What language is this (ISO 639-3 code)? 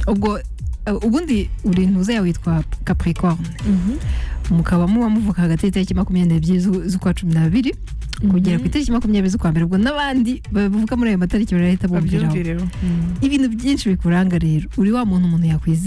kin